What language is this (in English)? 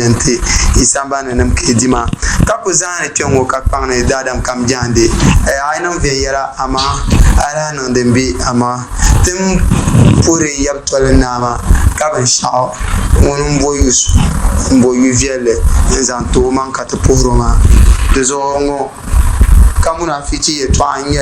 Dagbani